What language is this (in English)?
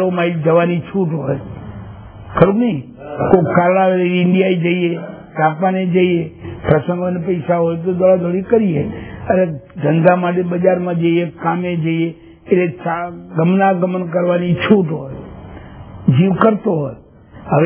Gujarati